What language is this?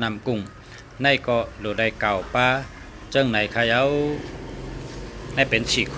Shan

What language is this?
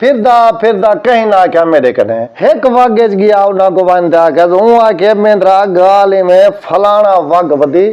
Saraiki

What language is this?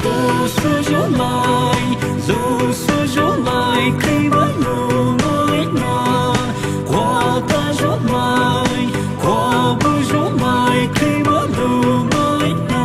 Poumei Naga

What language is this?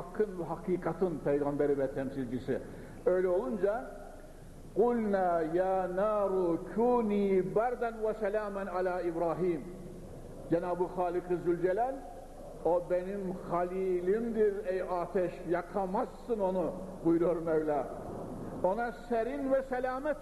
Turkish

